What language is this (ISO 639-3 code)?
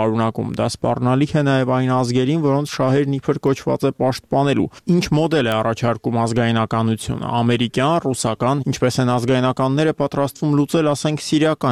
hye